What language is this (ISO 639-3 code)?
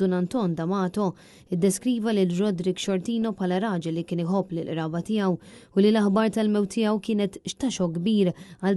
mlt